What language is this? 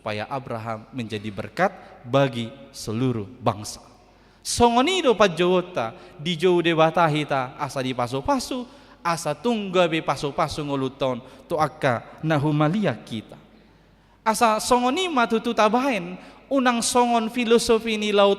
Batak Toba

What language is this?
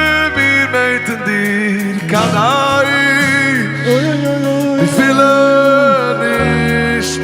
Yiddish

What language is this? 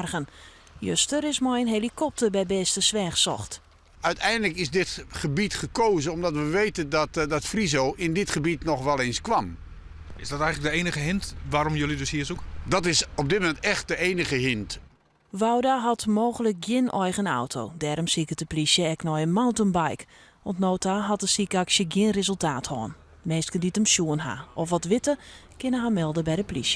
Western Frisian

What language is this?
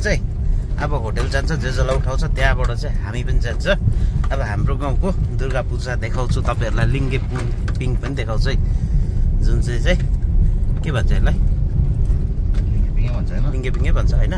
Nepali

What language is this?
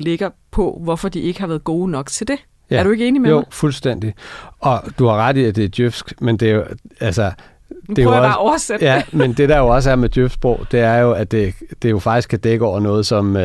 Danish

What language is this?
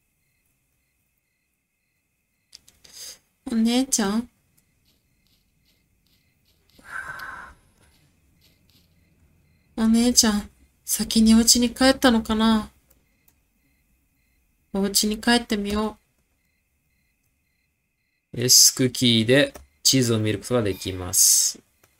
Japanese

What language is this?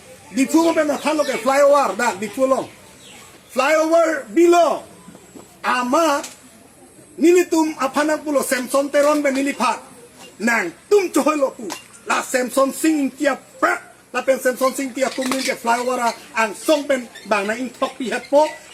Karbi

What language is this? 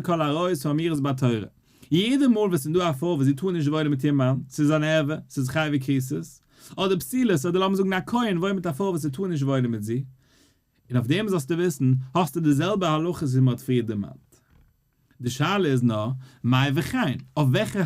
Yiddish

